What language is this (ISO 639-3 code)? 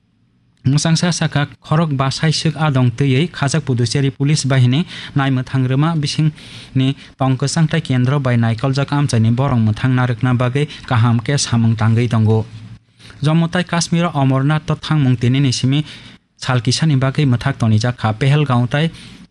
trp